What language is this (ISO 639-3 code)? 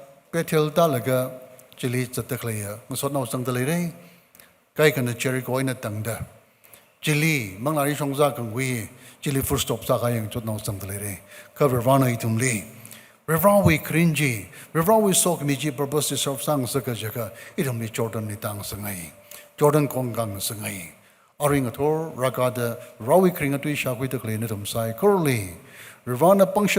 nmf